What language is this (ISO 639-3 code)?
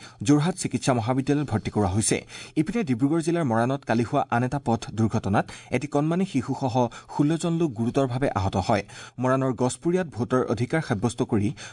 asm